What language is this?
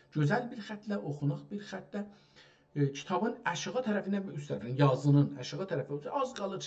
South Azerbaijani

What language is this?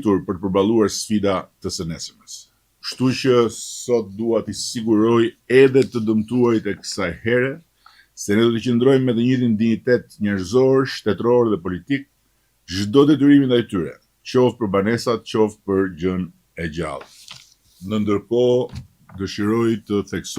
Albanian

